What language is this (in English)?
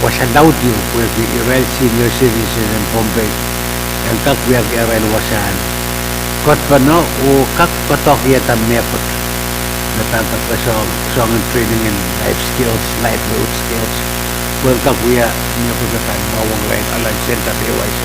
Pohnpeian